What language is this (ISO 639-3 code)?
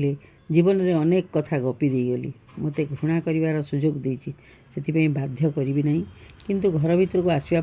ori